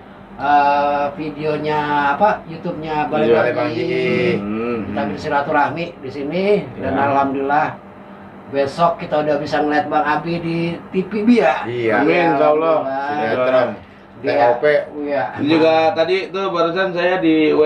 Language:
Betawi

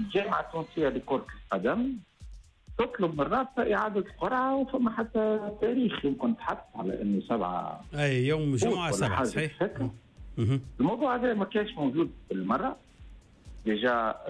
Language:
Tunisian Arabic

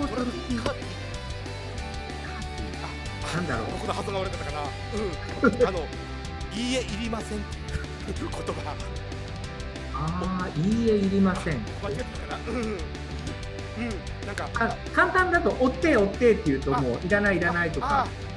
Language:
Japanese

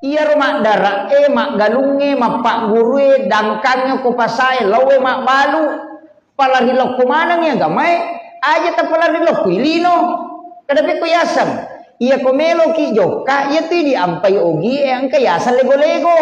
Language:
Buginese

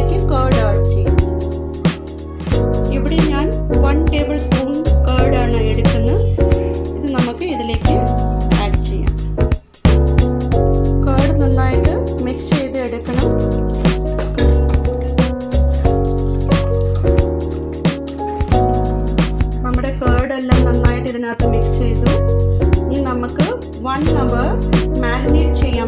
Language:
Malayalam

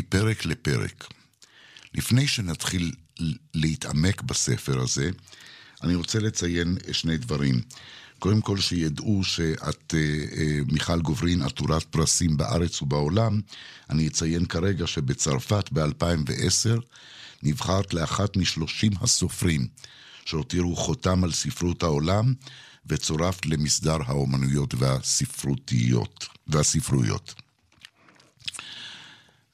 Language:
Hebrew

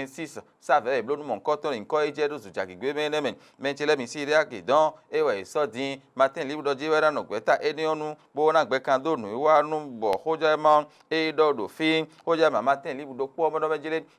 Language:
Fon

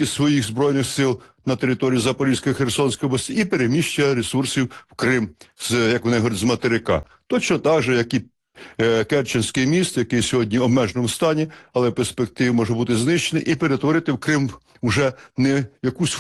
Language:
Ukrainian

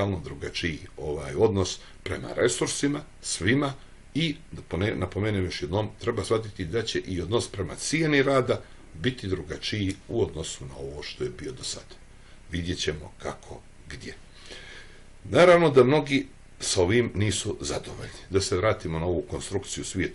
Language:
Croatian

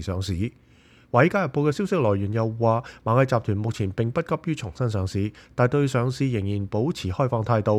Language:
Cantonese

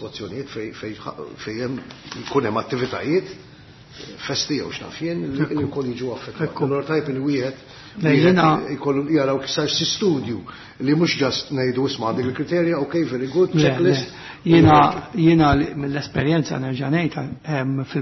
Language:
Maltese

